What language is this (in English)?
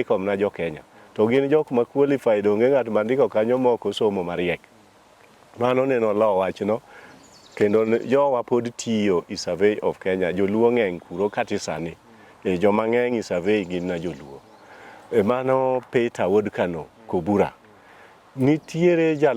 Luo (Kenya and Tanzania)